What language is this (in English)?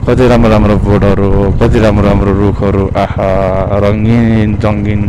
Nepali